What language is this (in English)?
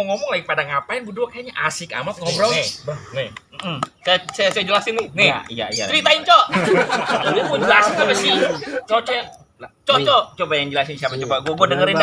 Betawi